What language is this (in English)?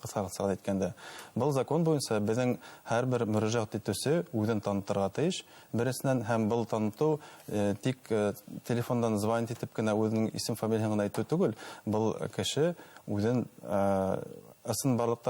Bashkir